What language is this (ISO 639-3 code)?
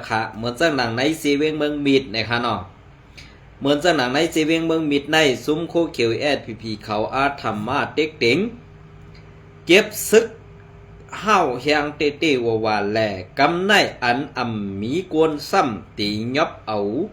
shn